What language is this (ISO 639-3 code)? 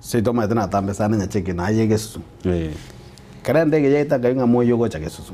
guz